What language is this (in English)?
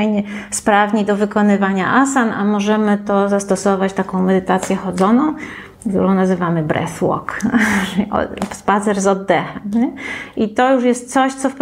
Polish